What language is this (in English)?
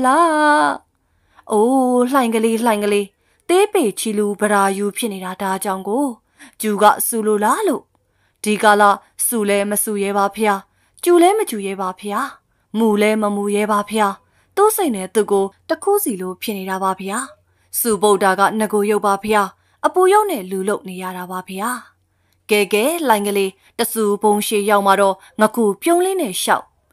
Burmese